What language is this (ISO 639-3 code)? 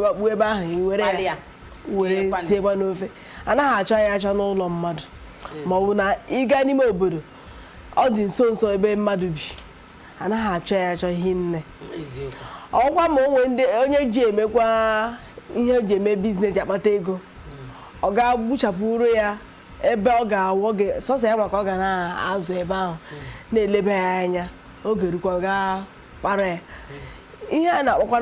ibo